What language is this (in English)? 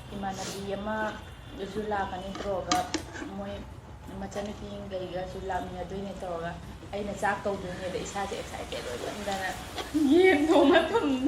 Manipuri